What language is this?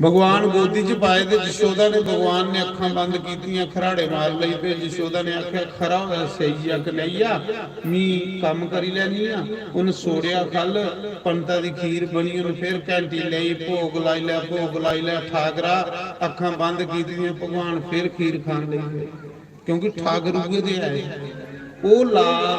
Dogri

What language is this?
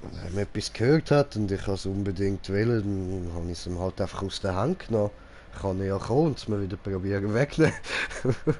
Swiss German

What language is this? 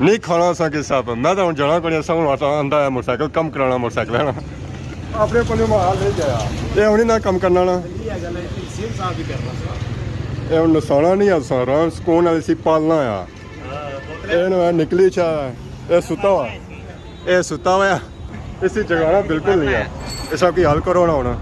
Pahari-Potwari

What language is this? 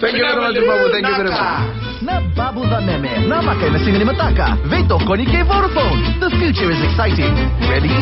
Fijian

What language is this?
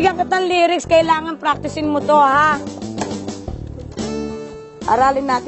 Filipino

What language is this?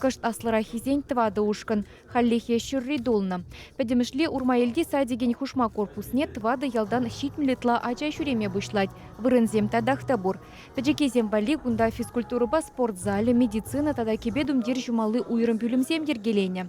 Chuvash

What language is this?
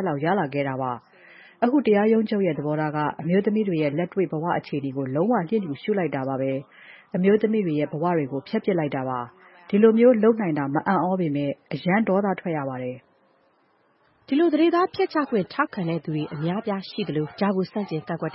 Burmese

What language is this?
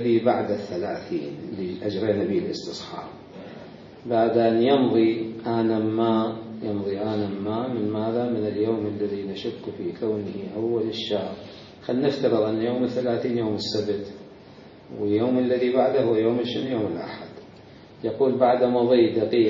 Mesopotamian Arabic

